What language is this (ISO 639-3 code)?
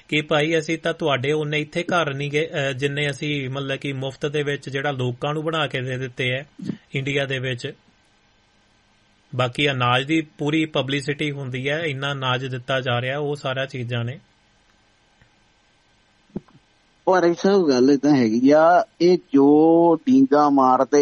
pan